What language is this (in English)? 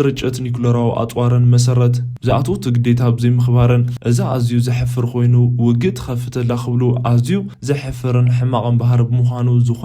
Tigrinya